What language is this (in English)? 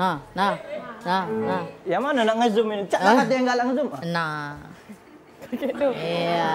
Musi